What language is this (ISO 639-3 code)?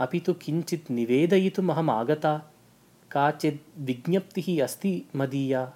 san